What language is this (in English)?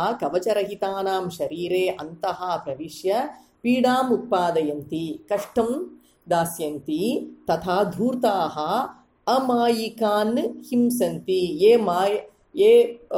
Sanskrit